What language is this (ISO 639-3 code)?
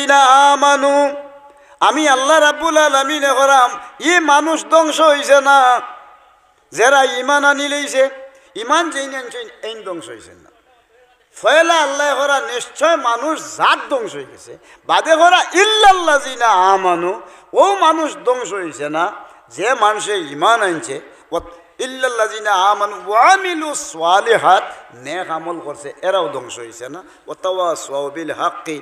syl